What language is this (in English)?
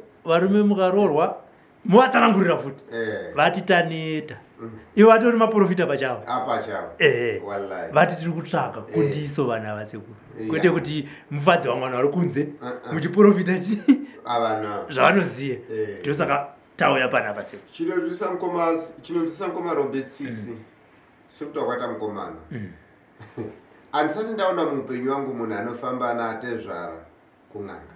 Shona